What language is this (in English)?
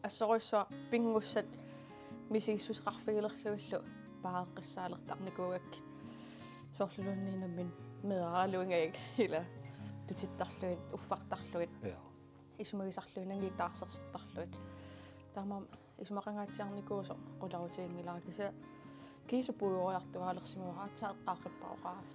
Kalaallisut